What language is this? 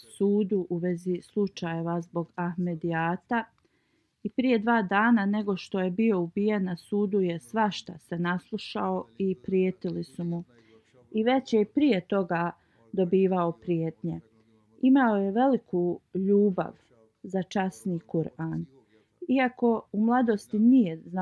Bosnian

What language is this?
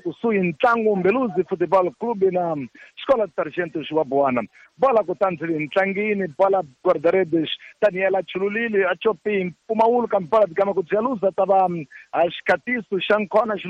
Tsonga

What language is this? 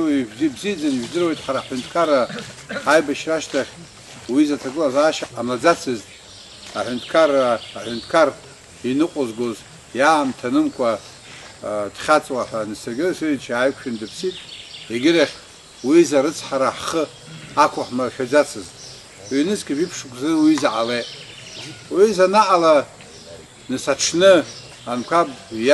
Abkhazian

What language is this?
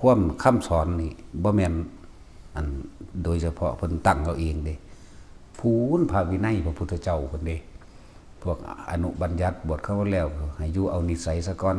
Northeastern Thai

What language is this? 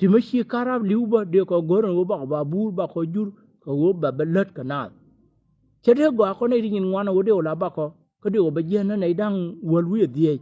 Nuer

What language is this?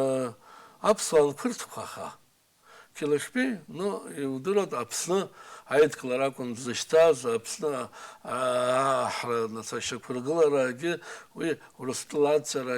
Abkhazian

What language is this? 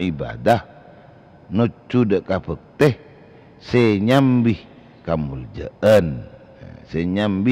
Madurese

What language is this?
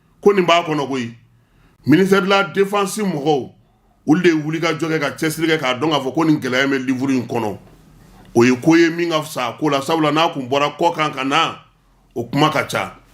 Bambara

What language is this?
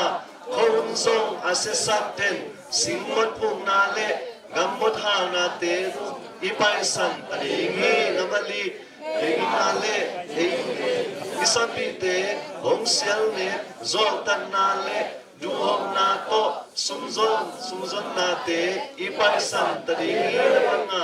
Tedim Chin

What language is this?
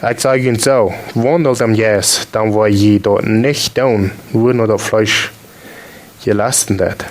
Plautdietsch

